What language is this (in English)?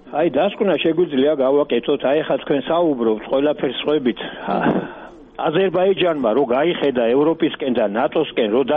Georgian